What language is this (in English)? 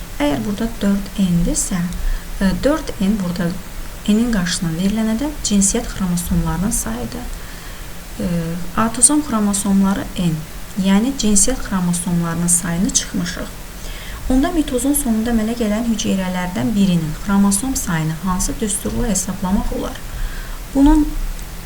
Azerbaijani